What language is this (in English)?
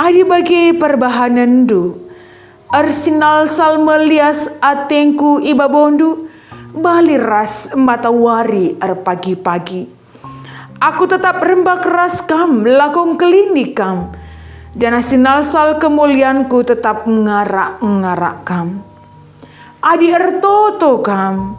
Batak Karo